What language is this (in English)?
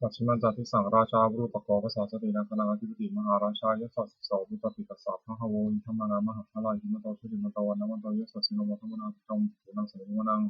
Pali